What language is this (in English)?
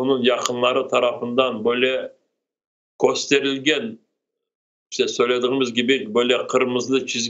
Crimean Tatar